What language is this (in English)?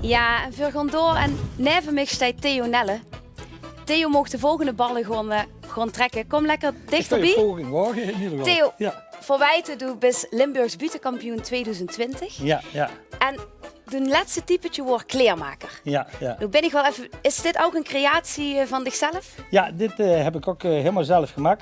Limburgish